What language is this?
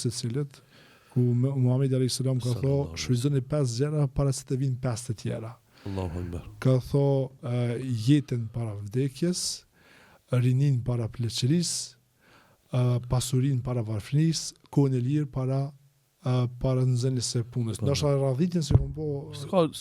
Albanian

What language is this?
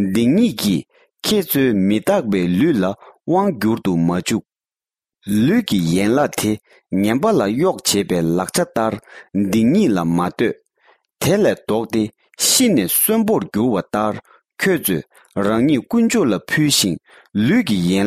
Tibetan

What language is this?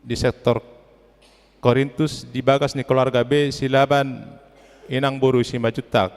Batak Toba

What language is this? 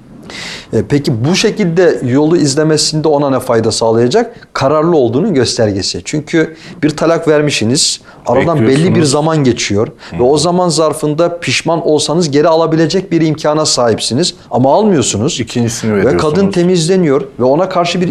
Turkish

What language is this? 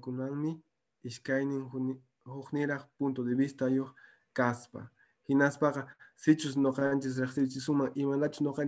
Quechua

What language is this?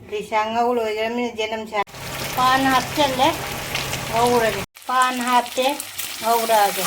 Manipuri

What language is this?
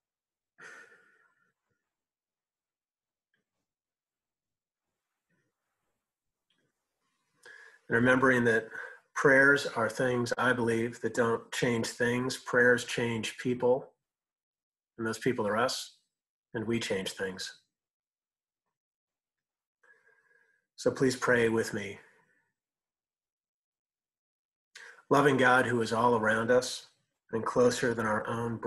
English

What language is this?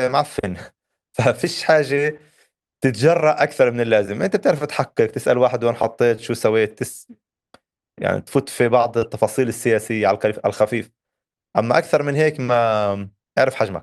North Levantine Arabic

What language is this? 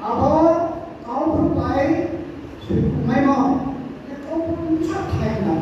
Riang (India)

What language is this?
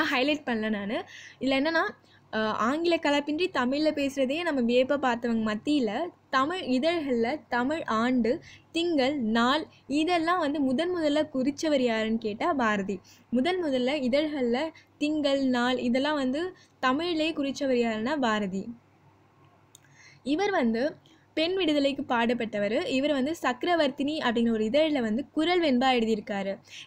Tamil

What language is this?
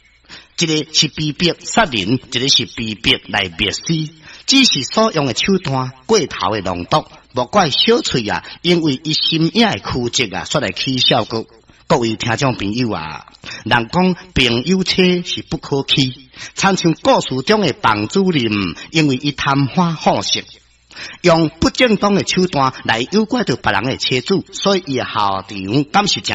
Min Nan Chinese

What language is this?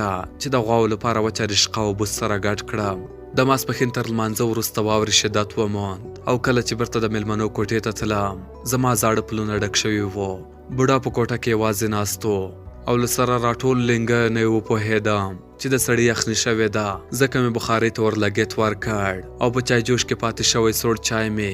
Pashto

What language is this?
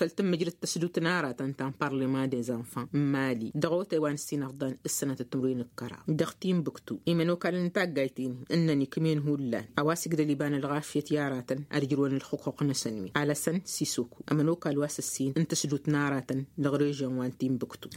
Tamasheq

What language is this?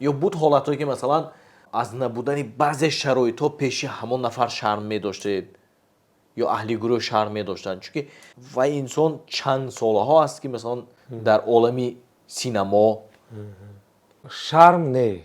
Tajik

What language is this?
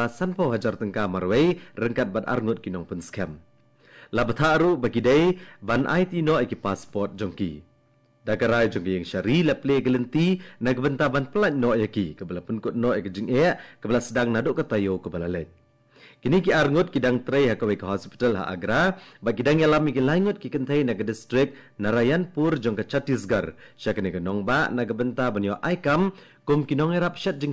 Khasi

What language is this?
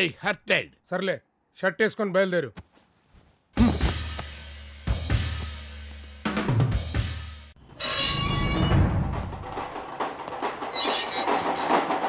Telugu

